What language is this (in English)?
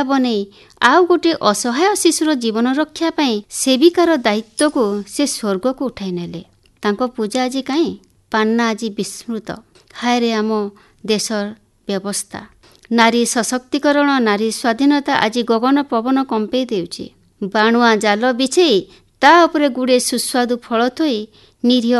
Odia